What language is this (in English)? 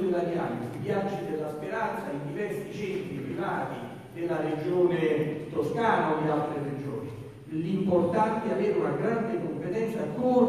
Italian